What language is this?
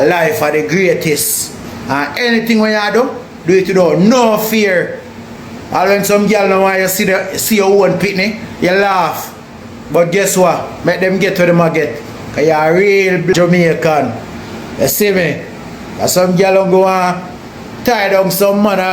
Jamaican Creole English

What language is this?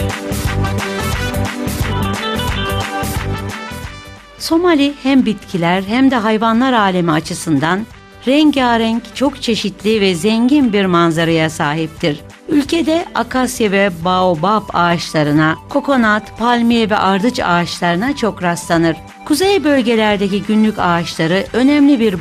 Turkish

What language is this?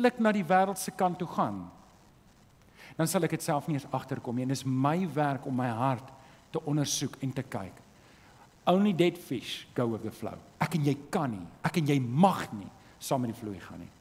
Afrikaans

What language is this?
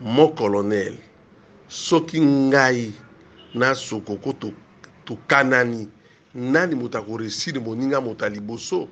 Lingala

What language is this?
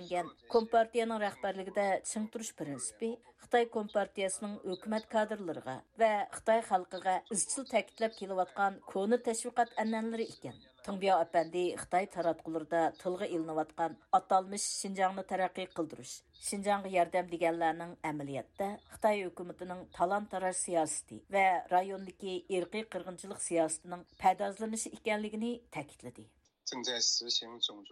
Uyghur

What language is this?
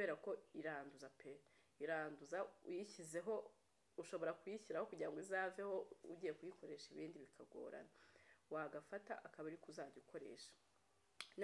Kinyarwanda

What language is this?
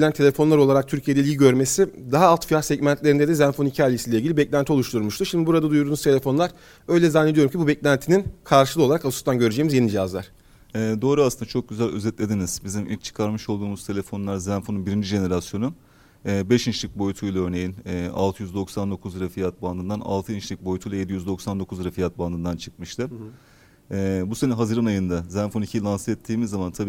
Turkish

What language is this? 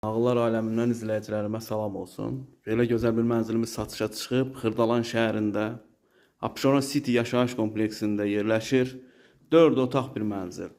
Azerbaijani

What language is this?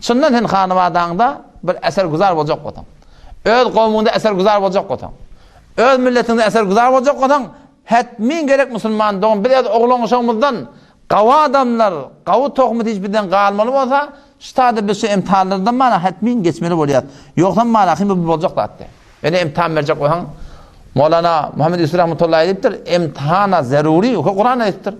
Turkmen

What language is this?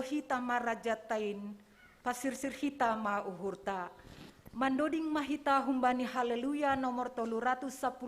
Batak Simalungun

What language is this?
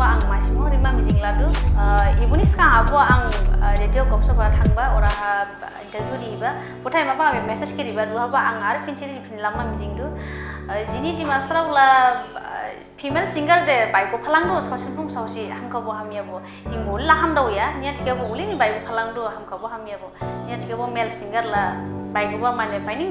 Dimasa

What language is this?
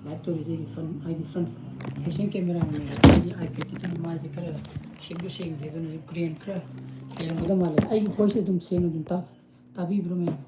Manipuri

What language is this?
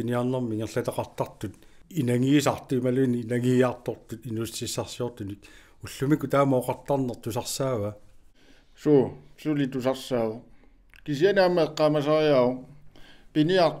Kalaallisut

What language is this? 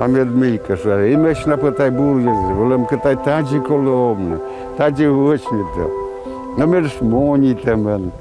Komi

